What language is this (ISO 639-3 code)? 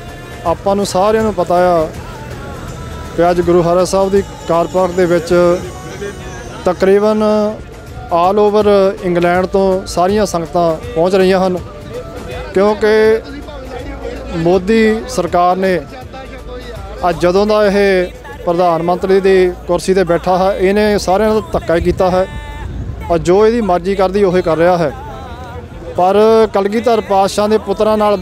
pan